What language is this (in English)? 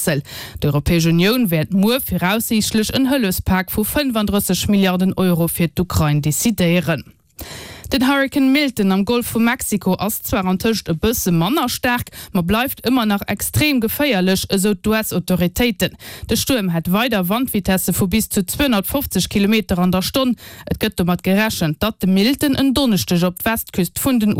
Luxembourgish